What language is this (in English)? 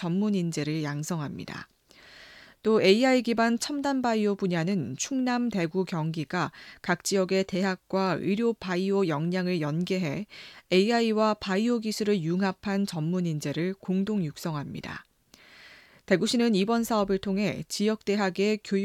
Korean